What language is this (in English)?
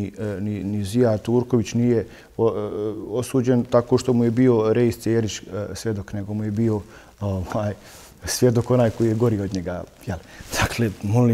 Bosnian